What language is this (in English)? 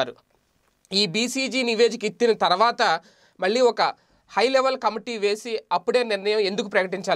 Telugu